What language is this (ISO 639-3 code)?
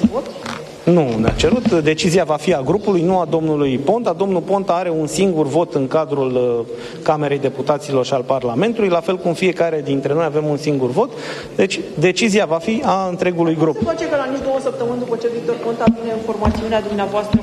ron